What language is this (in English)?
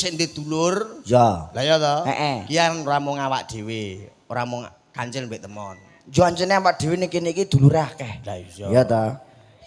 Javanese